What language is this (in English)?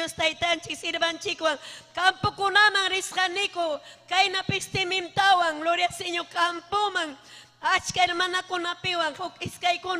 Ayacucho Quechua